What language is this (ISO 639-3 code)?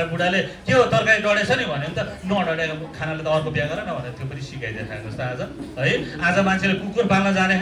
nep